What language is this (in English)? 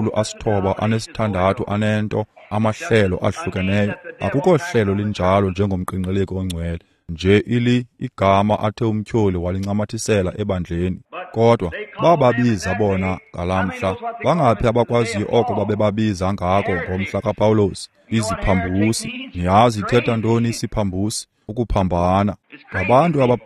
Xhosa